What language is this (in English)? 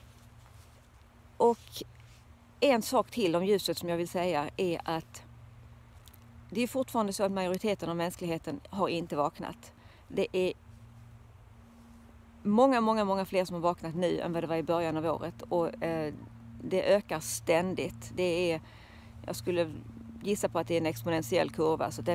Swedish